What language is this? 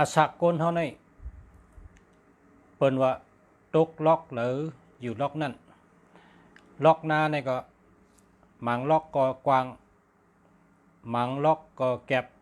Shan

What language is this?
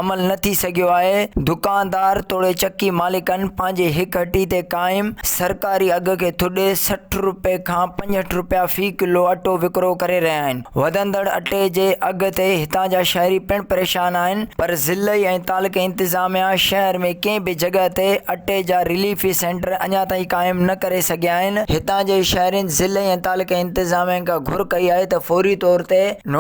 Sindhi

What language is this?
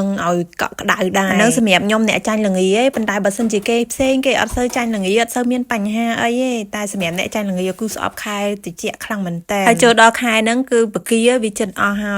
Khmer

